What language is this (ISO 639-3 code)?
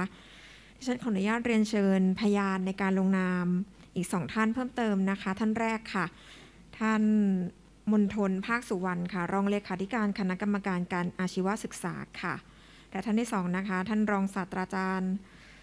tha